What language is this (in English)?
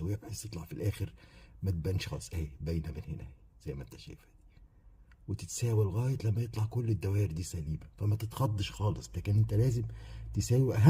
Egyptian Arabic